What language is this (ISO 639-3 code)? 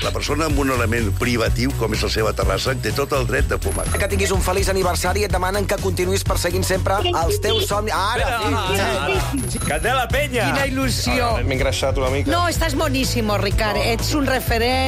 cat